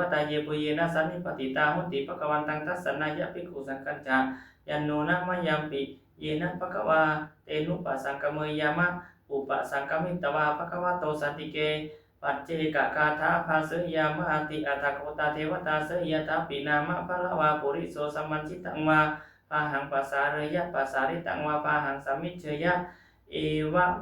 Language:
Pali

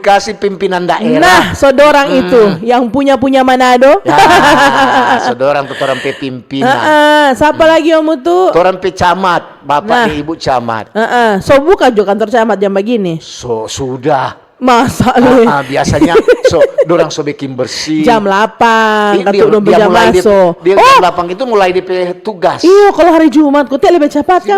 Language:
Manado Malay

